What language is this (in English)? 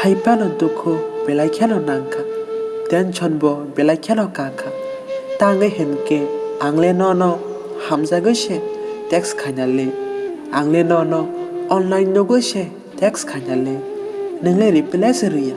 Kok Borok